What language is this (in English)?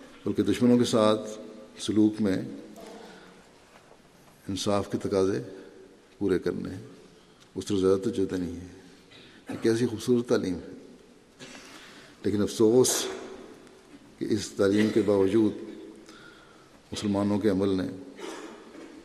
Urdu